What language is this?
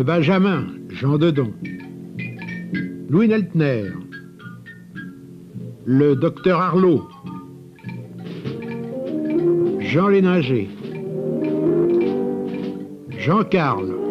French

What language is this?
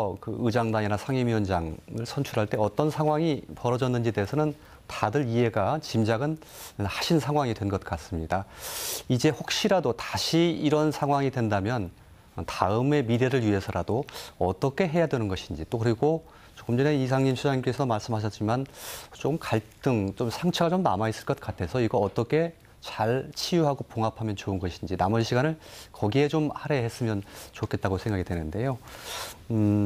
Korean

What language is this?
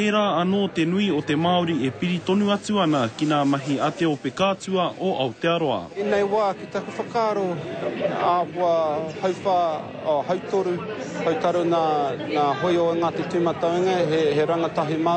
Māori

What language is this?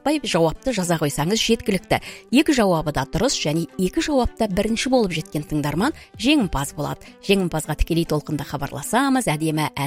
Kazakh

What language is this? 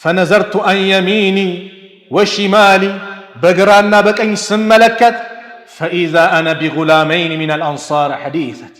Amharic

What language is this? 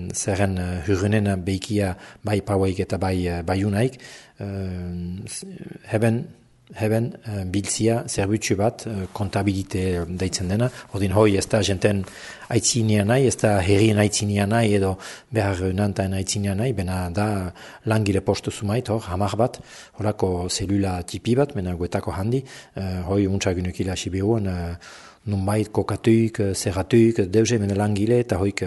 Basque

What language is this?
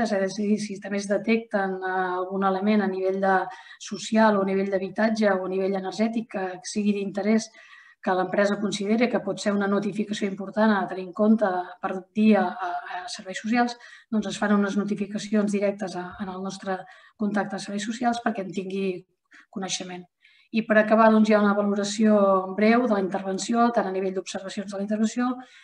Catalan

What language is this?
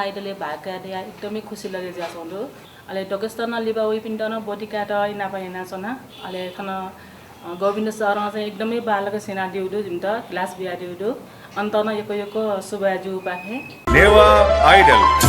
Newari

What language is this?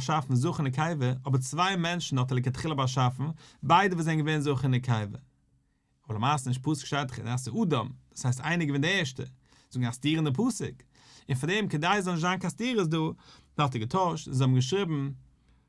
Yiddish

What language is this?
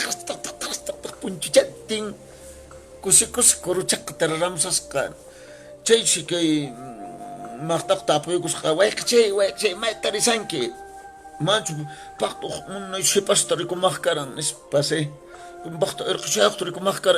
Quechua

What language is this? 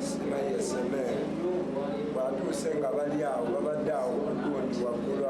Ganda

